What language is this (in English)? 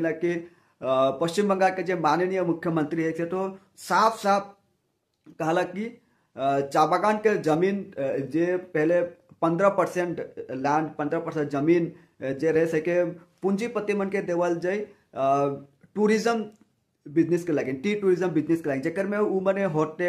Sadri